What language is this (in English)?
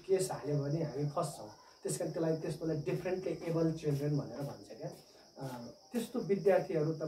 Nepali